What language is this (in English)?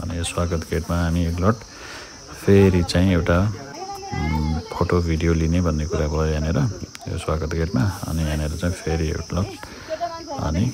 Nepali